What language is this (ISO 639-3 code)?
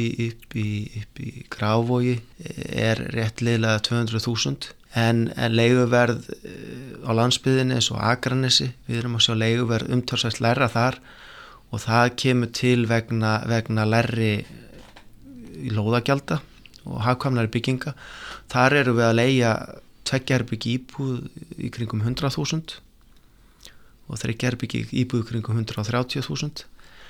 isl